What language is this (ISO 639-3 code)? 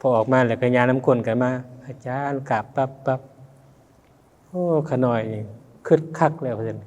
lao